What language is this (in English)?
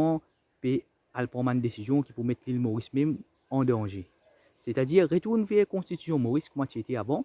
Morisyen